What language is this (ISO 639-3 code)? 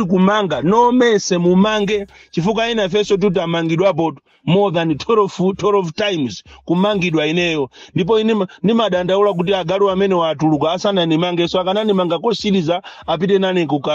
nya